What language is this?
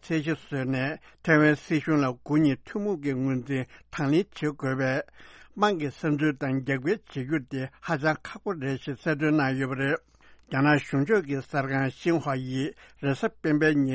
Tibetan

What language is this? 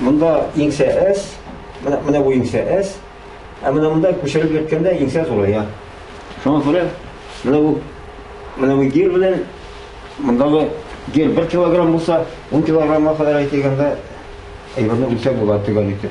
Tatar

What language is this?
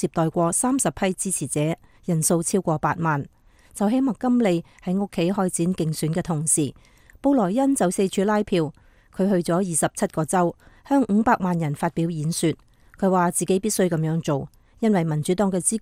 Cantonese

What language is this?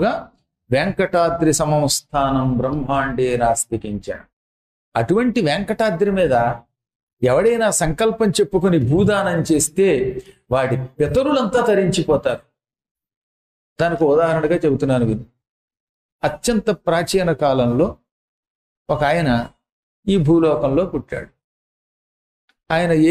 Telugu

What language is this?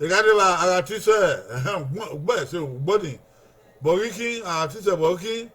Bini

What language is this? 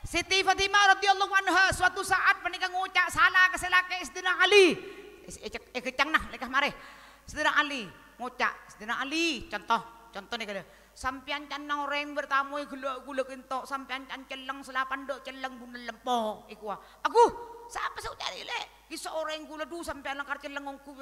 Madurese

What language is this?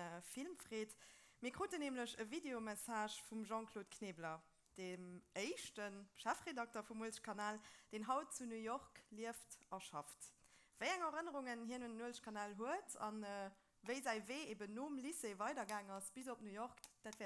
Luxembourgish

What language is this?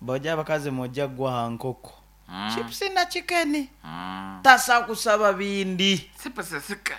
Nyoro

